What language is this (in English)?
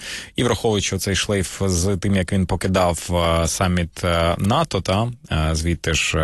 Ukrainian